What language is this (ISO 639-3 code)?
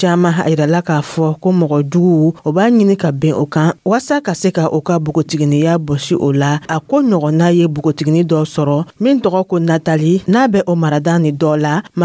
dyu